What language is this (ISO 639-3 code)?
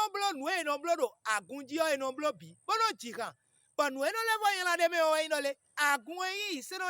fon